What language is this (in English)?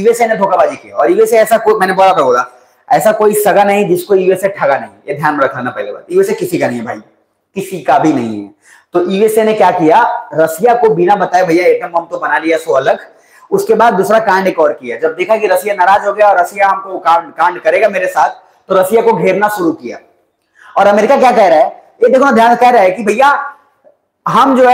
Hindi